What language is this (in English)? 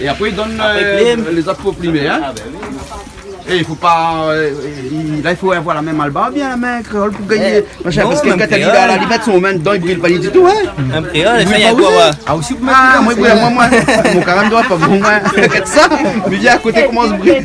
Réunion Creole French